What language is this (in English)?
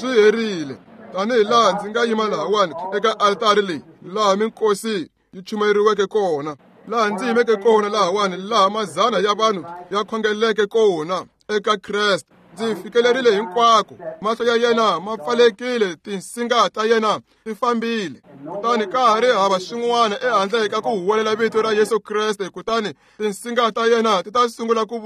Tsonga